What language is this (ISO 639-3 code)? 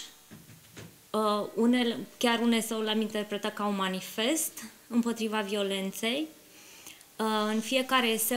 ron